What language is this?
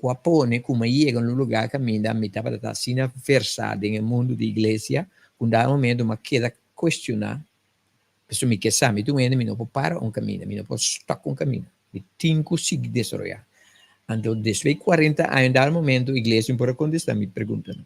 Papiamento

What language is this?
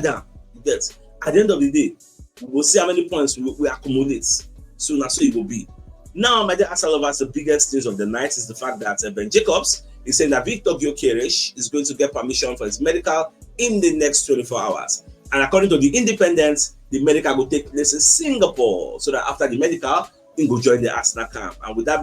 Nigerian Pidgin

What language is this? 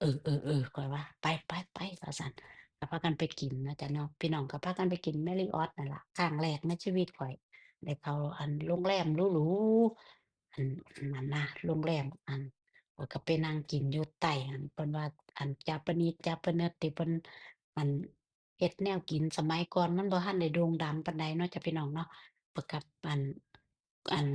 Northeastern Thai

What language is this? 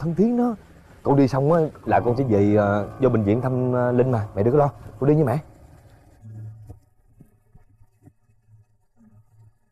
Vietnamese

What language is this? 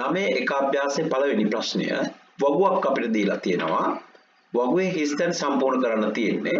Sinhala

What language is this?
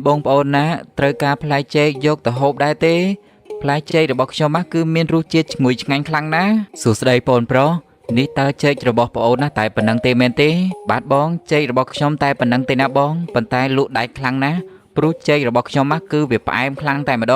Khmer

